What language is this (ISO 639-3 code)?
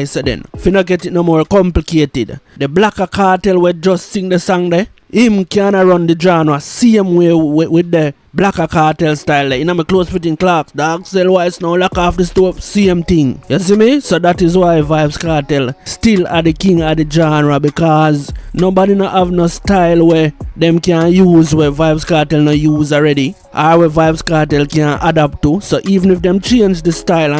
jam